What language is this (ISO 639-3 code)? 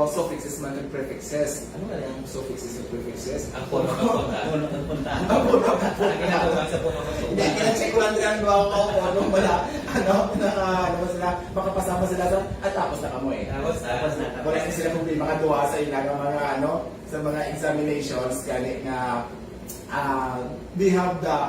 hil